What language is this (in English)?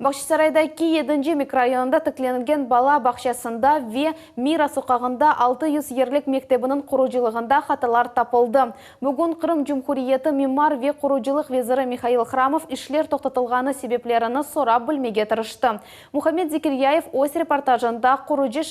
Crimean Tatar